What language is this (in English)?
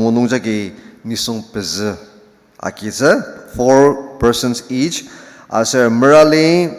Ao Naga